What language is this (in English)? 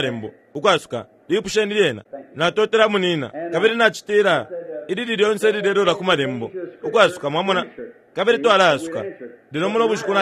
Bemba